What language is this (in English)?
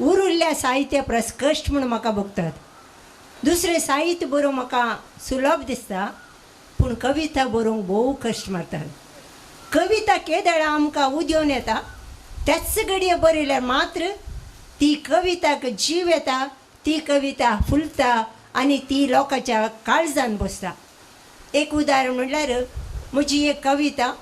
Konkani